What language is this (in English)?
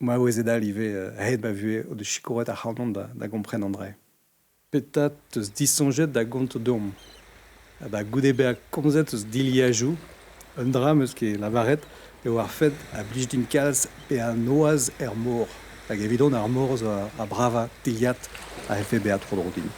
Breton